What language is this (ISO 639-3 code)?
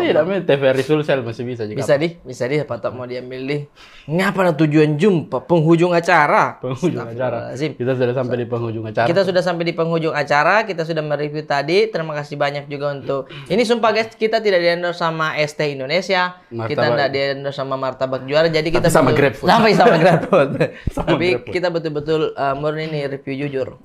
mfp